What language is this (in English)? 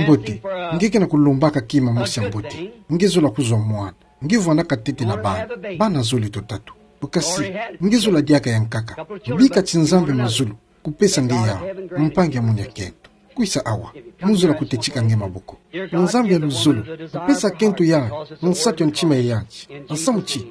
Kituba (Democratic Republic of Congo)